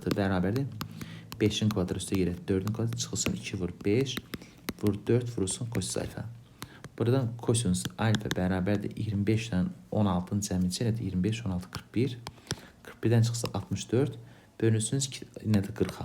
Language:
Azerbaijani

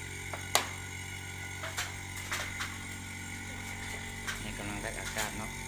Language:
Lao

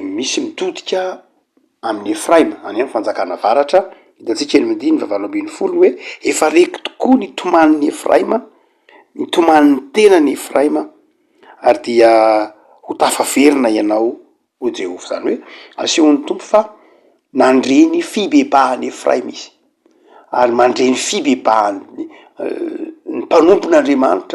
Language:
Malagasy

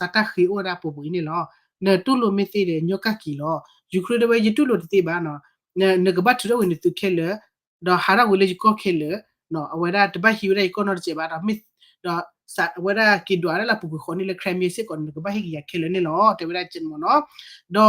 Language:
S'gaw Karen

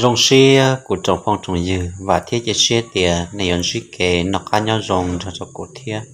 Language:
Hmong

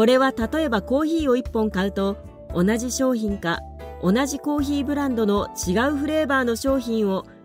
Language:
Japanese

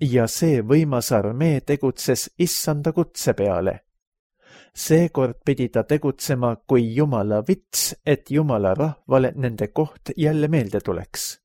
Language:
Estonian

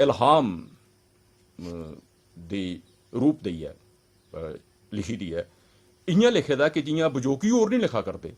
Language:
Dogri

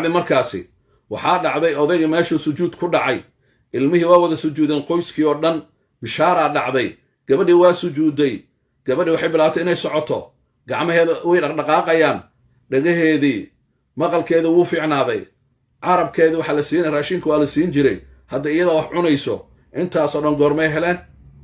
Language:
Somali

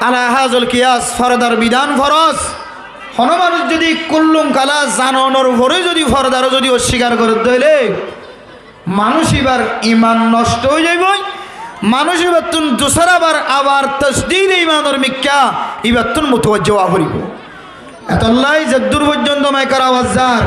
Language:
Rohingya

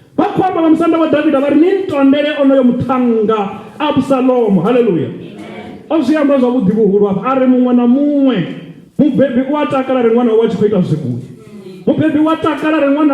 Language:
Venda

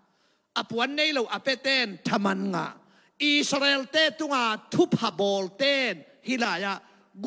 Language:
Tedim Chin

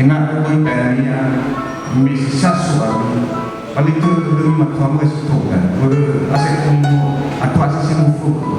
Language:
Nias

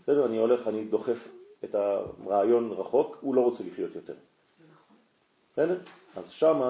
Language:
Hebrew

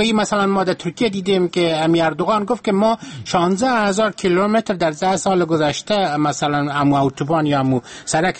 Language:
Persian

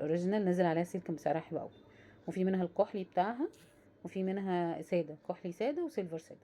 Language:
Egyptian Arabic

